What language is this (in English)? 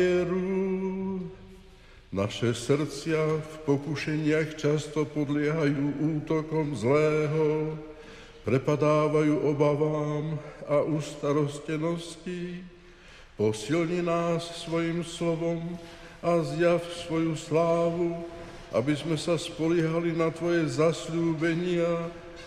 Slovak